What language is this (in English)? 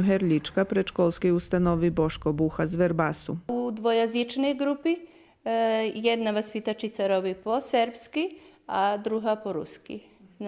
Rusyn